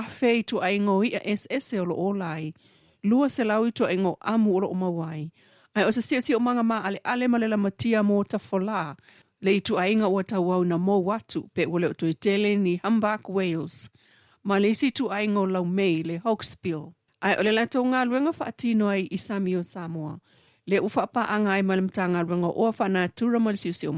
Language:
Samoan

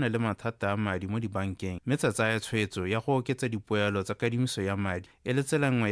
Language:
Tswana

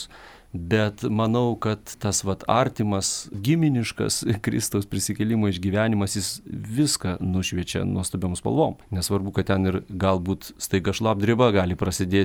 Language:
Lithuanian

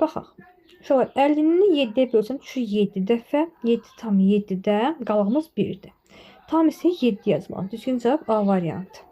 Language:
Azerbaijani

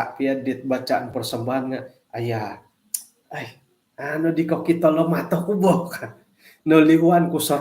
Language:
Central Dusun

